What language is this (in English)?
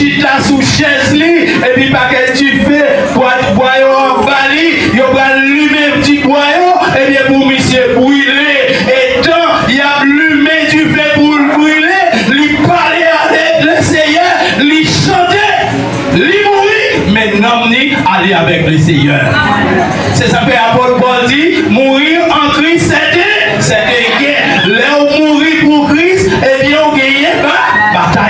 Haitian Creole